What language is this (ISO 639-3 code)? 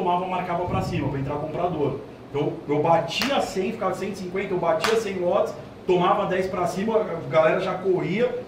por